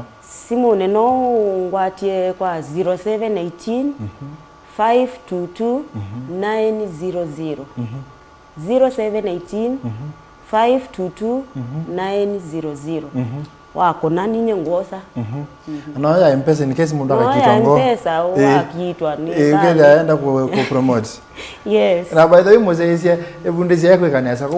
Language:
Kamba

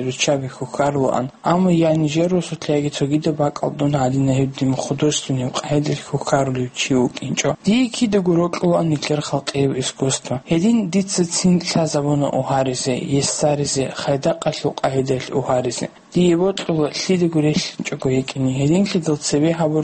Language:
Avaric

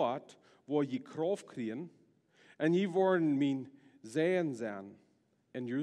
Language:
Plautdietsch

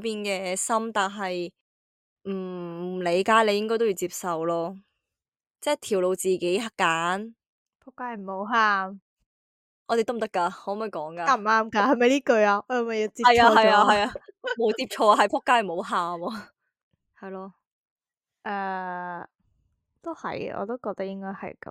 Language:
Cantonese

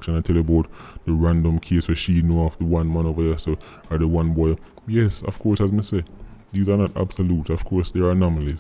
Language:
Jamaican Creole English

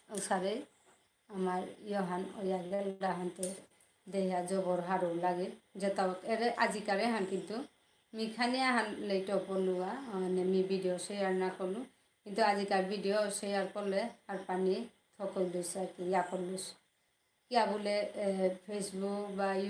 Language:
Bishnupriya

